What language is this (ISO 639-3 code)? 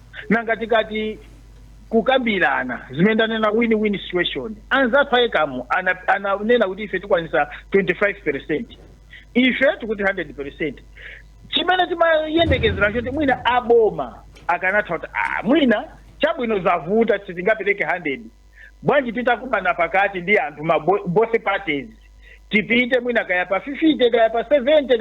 nya